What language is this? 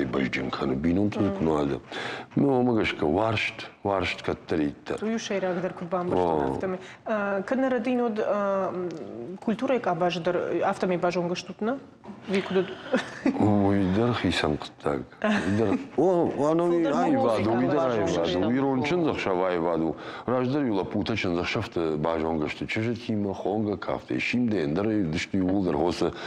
Ossetic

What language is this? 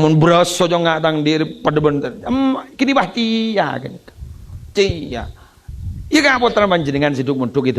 Madurese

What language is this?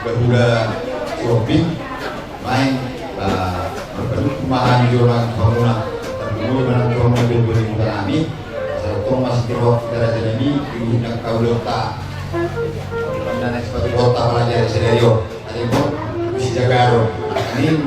Batak Toba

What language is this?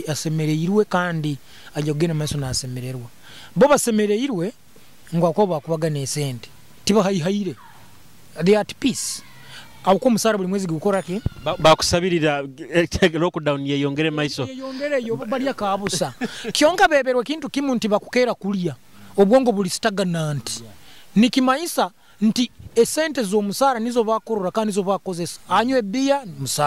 Nyoro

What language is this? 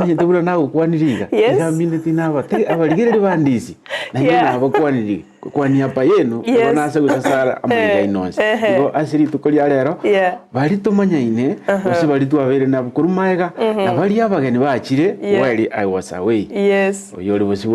Gusii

